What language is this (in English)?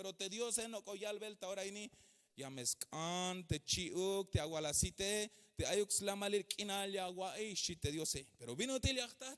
Tzeltal